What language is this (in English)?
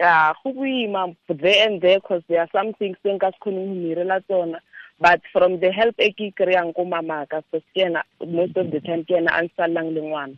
Tswana